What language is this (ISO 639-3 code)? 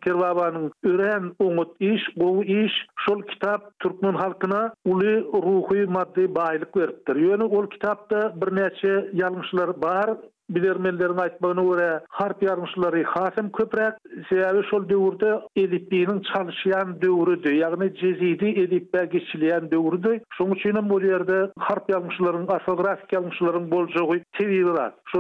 tuk